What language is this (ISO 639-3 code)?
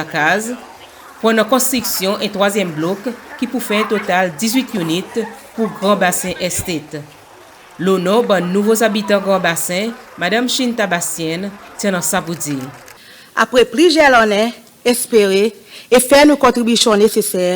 crs